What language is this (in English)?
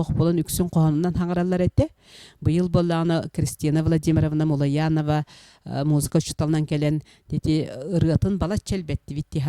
Yakut